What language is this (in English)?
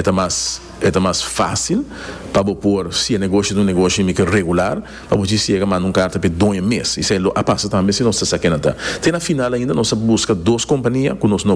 Papiamento